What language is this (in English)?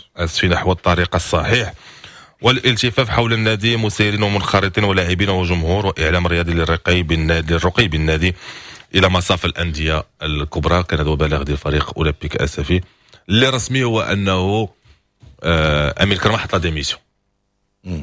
Moroccan Arabic